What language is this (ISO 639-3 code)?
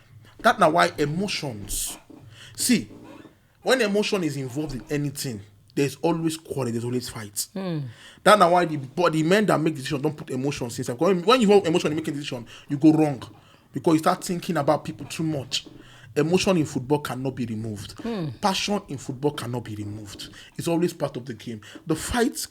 pcm